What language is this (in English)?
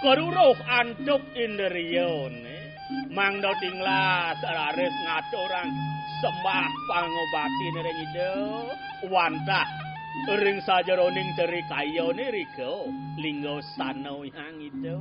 Balinese